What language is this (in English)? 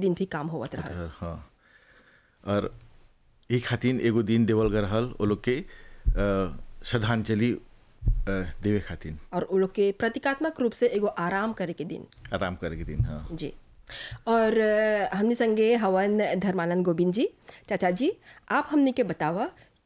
Bhojpuri